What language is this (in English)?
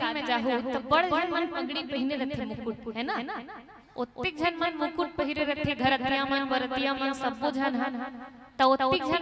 Chhattisgarhi